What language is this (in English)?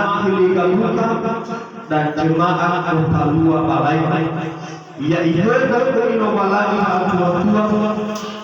Nias